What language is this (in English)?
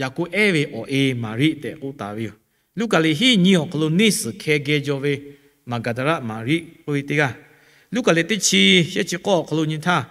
Lahu